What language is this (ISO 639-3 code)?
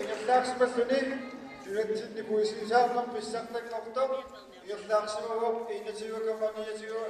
kal